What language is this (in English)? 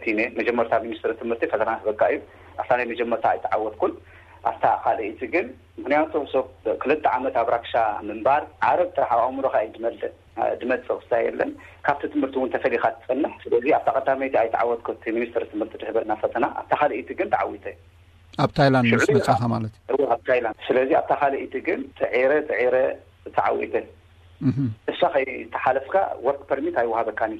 Tigrinya